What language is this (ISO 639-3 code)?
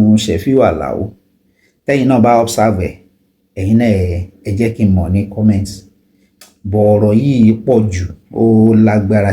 yor